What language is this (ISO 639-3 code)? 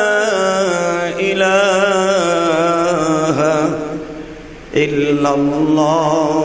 ben